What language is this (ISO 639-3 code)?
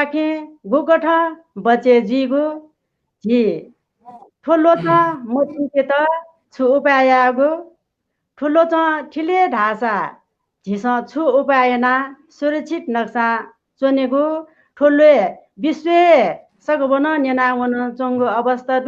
new